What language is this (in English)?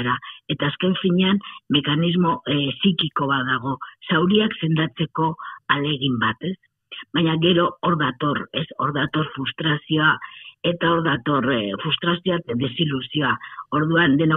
Basque